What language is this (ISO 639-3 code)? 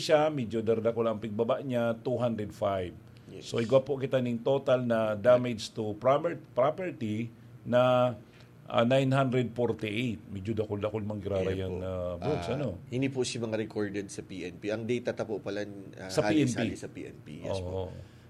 bik